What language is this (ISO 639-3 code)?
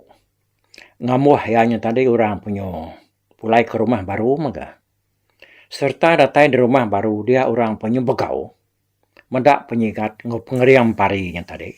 iba